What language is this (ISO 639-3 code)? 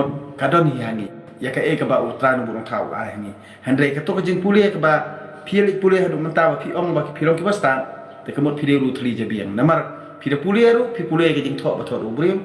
kha